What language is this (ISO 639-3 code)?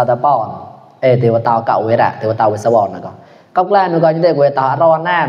mnw